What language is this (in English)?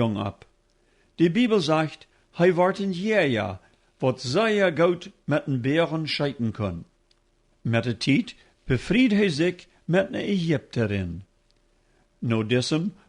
Plautdietsch